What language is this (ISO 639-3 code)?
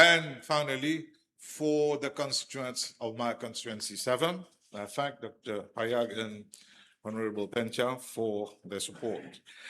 mfe